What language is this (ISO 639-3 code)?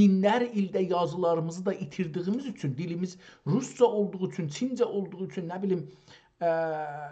azb